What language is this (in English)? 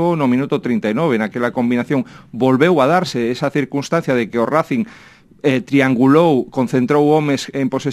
Galician